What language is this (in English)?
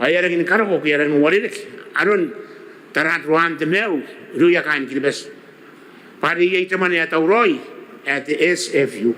Gilbertese